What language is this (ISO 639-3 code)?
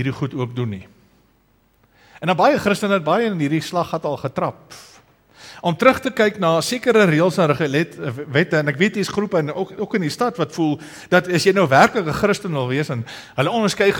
afr